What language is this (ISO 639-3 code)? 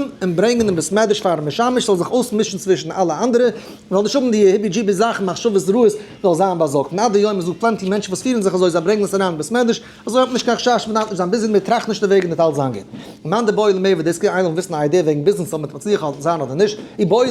yid